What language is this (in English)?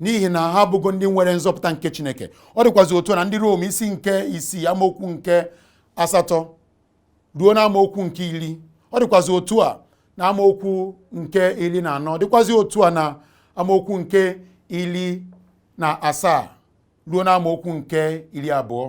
Igbo